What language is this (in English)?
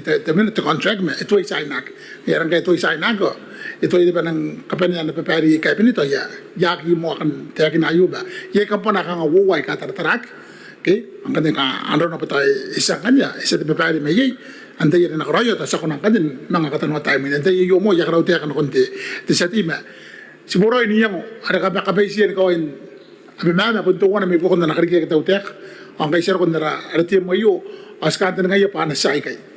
Gilbertese